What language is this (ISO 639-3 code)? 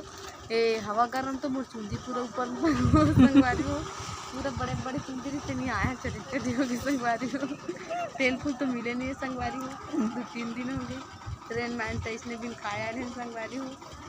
hne